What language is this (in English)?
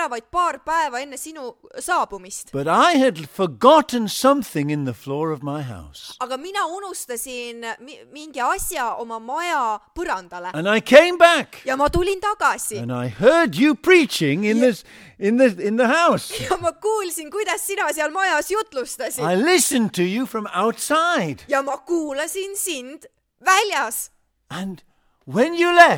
Estonian